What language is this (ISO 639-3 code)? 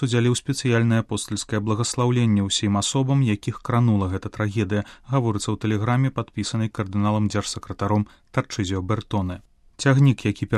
bel